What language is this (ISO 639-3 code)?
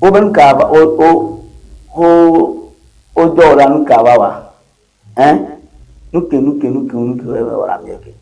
ewe